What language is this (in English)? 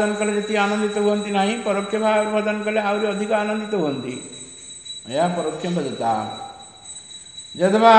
Odia